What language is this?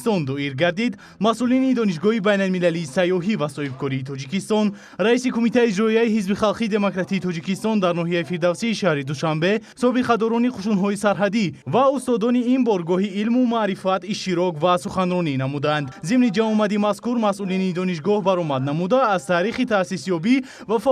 Tajik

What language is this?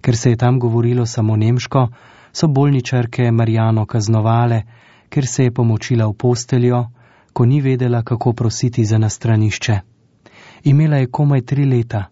Slovenian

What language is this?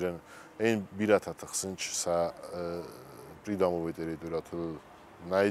Ossetic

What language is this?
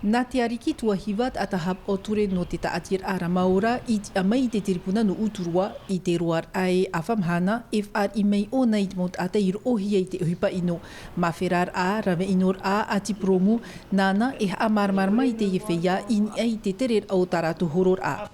Tahitian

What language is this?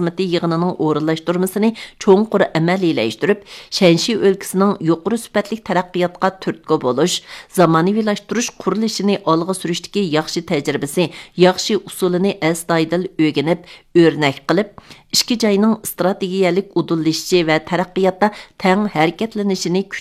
Uyghur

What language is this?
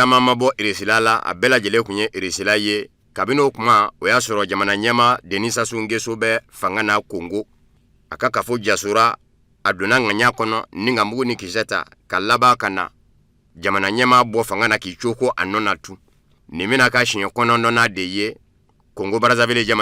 Bambara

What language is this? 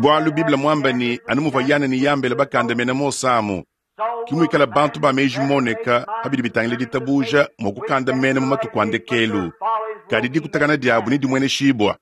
Luba-Lulua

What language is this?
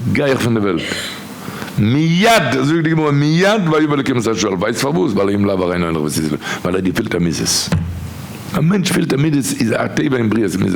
Yiddish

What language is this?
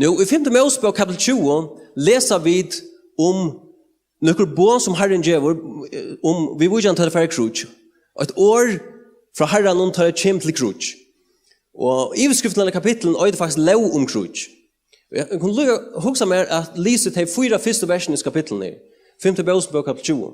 Faroese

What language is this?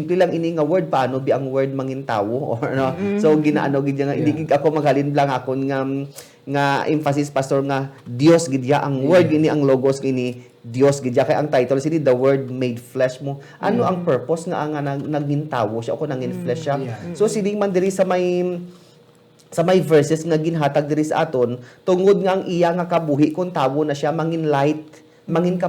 Hiligaynon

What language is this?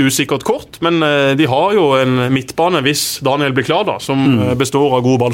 Norwegian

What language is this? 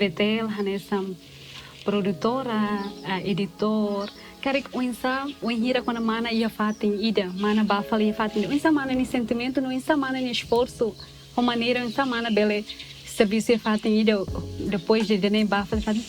Tetum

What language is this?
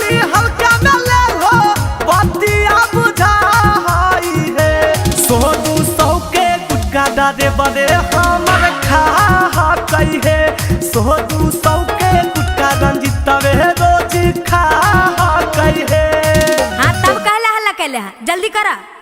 Magahi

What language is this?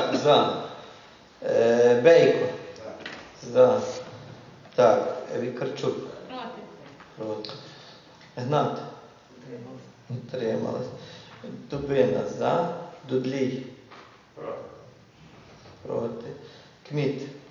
Ukrainian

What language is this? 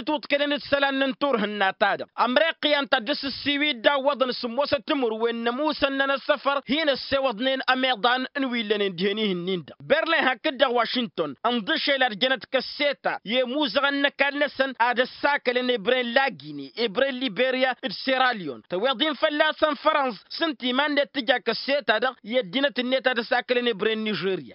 Tamasheq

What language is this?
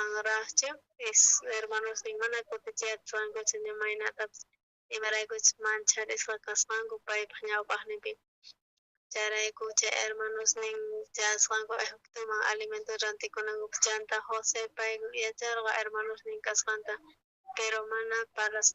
South Bolivian Quechua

